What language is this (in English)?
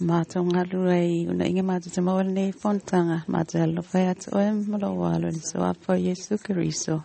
Samoan